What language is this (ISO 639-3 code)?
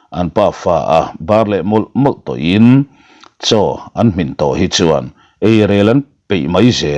lus